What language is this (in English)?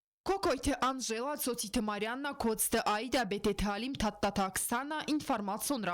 Ossetic